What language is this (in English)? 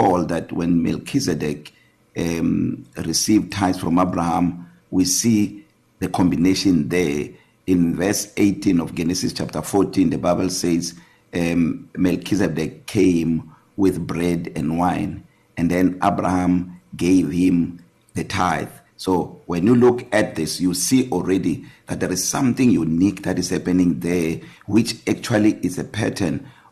English